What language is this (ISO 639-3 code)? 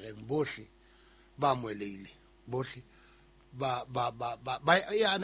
sot